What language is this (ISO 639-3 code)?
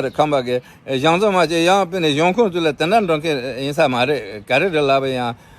bod